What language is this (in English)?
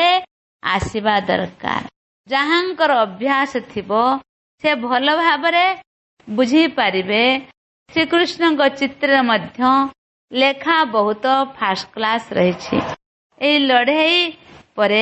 Odia